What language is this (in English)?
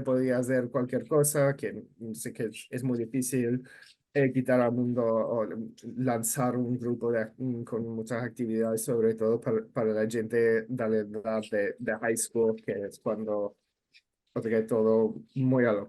Ladino